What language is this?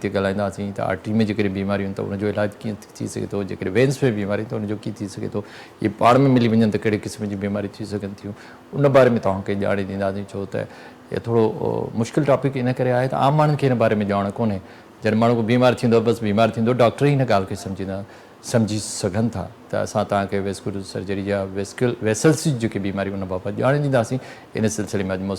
Sindhi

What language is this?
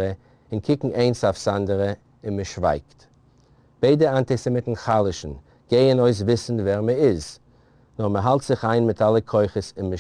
Yiddish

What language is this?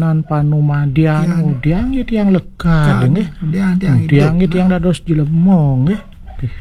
Balinese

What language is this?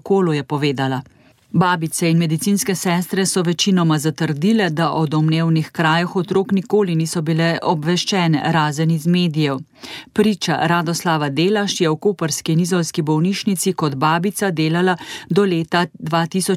Slovenian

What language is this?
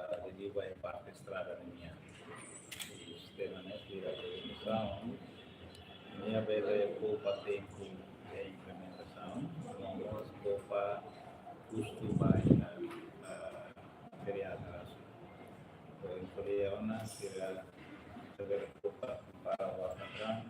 Tetum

